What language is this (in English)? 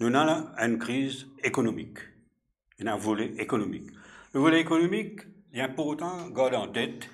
Morisyen